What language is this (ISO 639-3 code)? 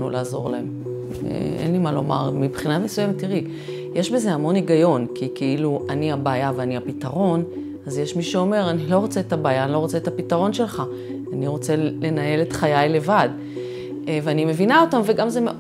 heb